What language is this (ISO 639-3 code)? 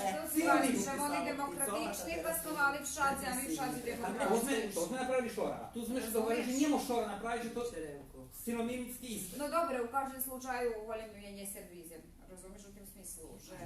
rue